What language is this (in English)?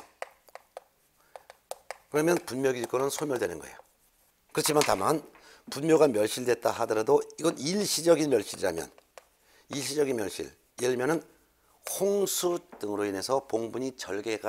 Korean